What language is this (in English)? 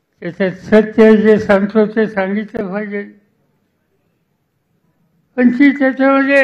Marathi